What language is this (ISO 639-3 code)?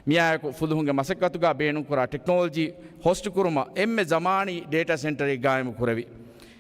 div